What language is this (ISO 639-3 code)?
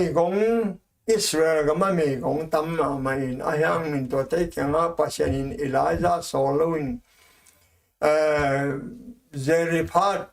ctd